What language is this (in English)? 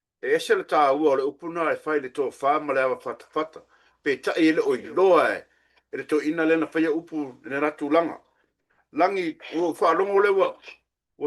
Samoan